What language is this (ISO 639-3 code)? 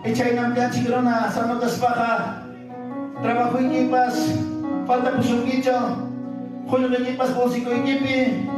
quy